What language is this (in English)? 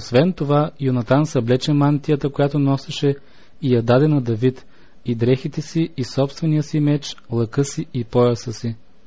Bulgarian